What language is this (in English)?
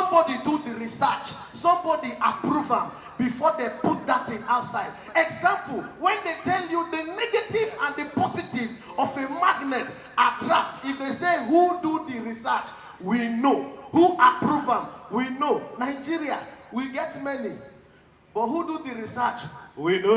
Nigerian Pidgin